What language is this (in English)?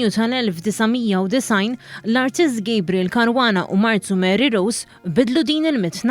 Maltese